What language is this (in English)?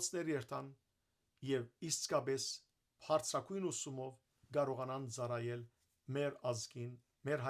Western Armenian